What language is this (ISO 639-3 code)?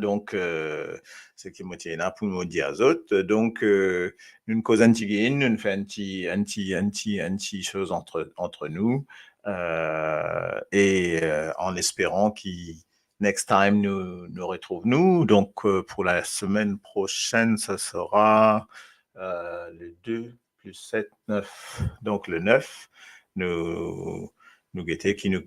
mfe